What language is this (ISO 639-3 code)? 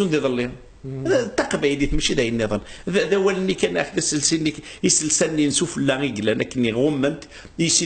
kab